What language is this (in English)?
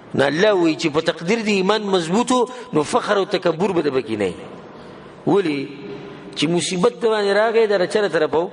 Pashto